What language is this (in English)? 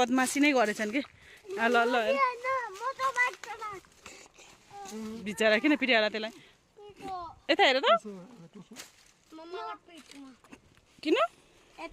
Nepali